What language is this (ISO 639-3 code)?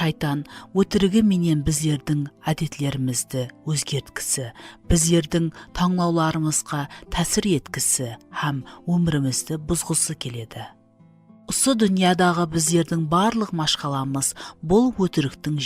kaa